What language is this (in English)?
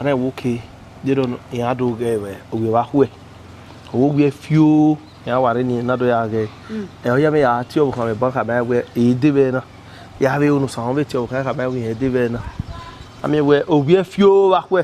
Bini